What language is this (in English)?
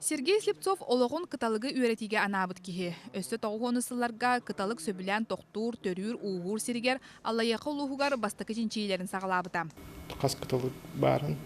Yakut